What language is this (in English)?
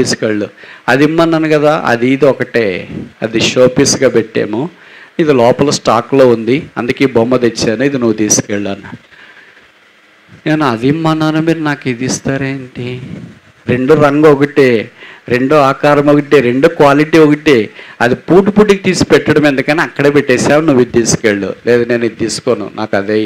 Telugu